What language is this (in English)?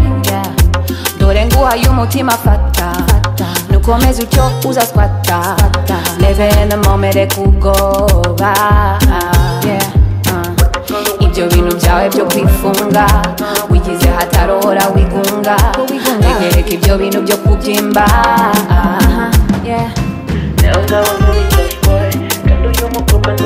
Kinyarwanda